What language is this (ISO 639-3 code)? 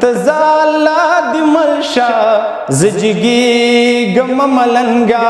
pus